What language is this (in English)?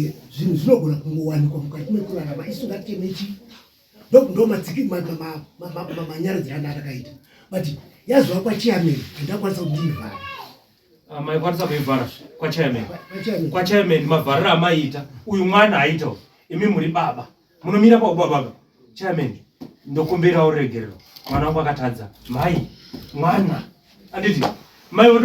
Shona